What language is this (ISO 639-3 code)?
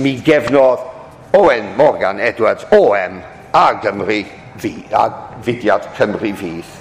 cym